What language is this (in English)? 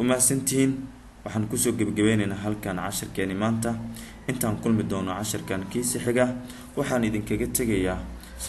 Somali